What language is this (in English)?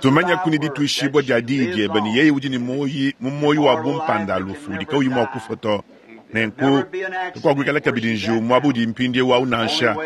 Luba-Lulua